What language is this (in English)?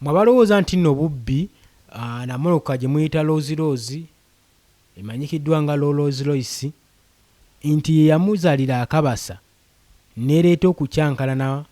Ganda